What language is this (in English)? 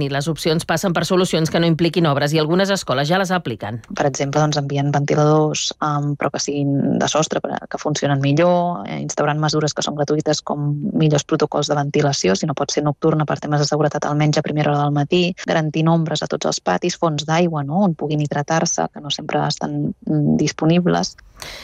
Catalan